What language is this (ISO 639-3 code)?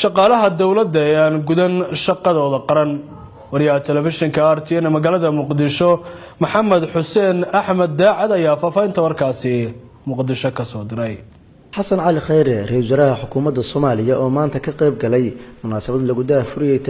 som